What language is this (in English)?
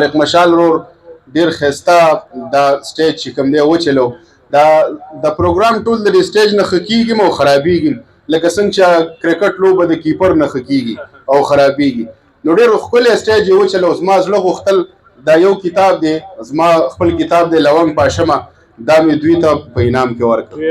Pashto